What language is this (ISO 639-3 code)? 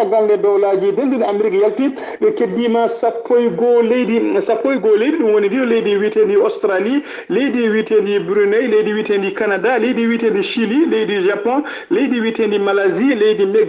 ful